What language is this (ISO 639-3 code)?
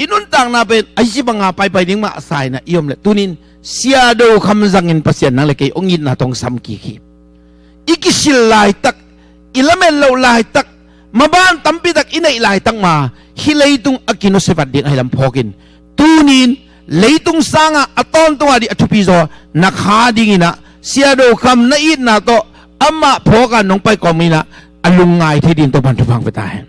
ctd